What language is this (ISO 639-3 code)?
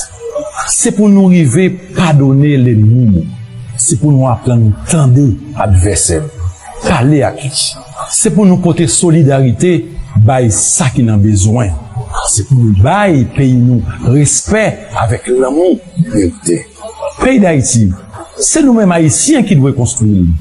hat